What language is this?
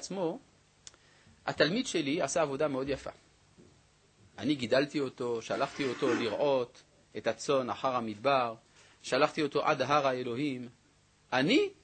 Hebrew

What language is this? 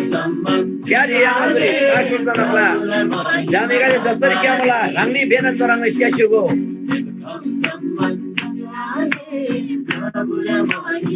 Eastern Tamang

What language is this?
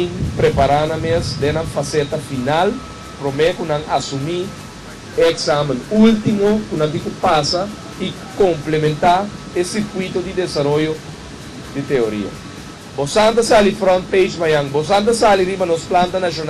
Papiamento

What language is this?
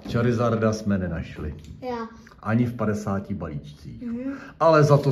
Czech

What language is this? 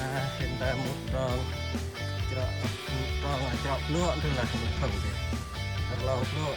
Central Mnong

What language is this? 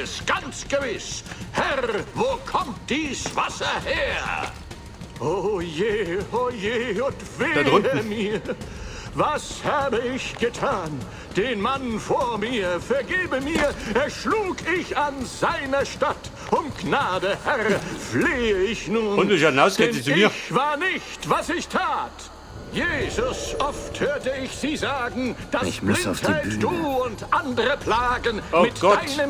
Bavarian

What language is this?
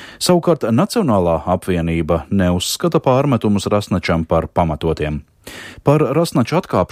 Latvian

